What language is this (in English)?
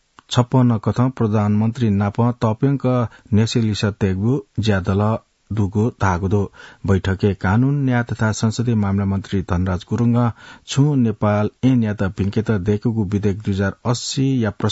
Newari